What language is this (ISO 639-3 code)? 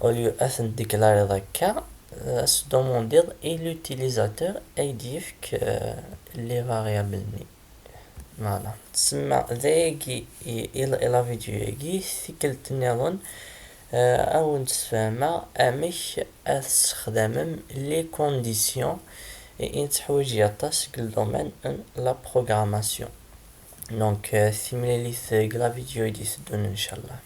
kab